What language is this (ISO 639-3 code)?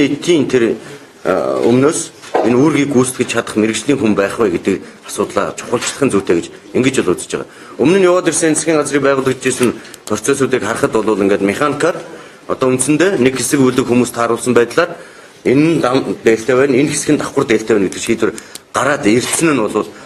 mon